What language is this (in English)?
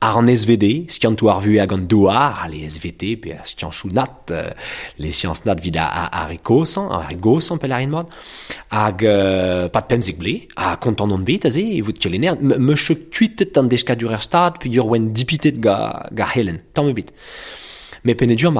Breton